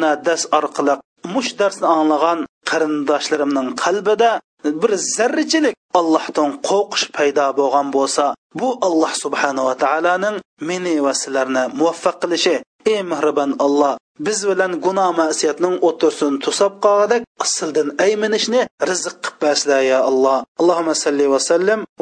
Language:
Uyghur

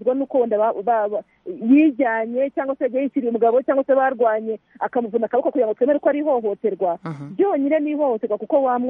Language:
Kinyarwanda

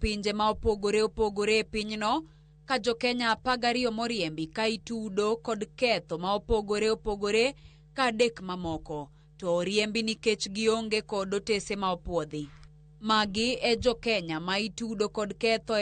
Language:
Luo (Kenya and Tanzania)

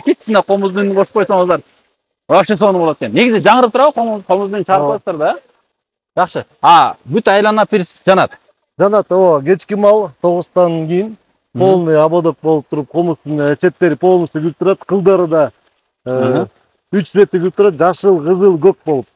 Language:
Kyrgyz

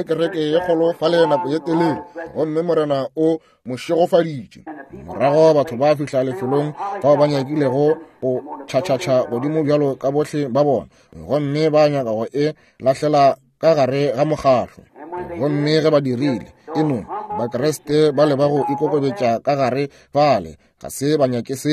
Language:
Northern Sotho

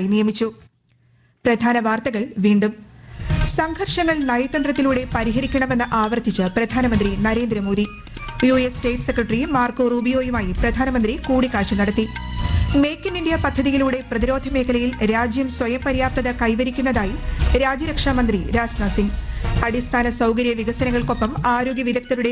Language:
Malayalam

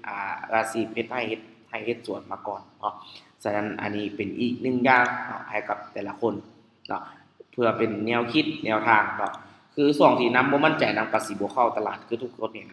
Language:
Lao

